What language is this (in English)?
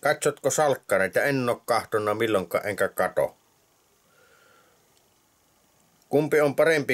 Finnish